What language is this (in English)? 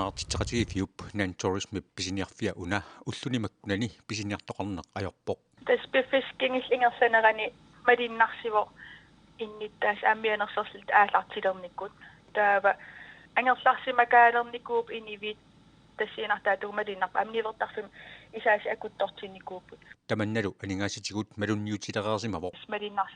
Kalaallisut